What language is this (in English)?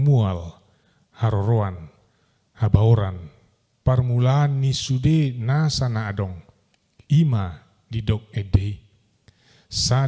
Batak Toba